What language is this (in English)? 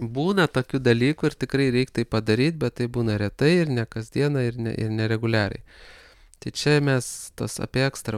Lithuanian